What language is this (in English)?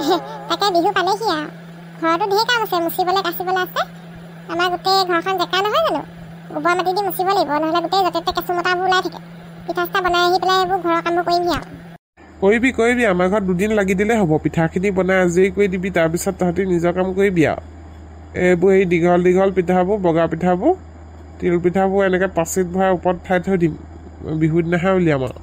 Assamese